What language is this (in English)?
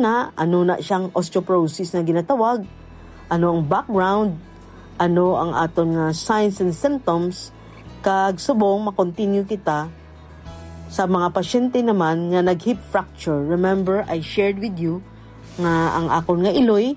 Hiligaynon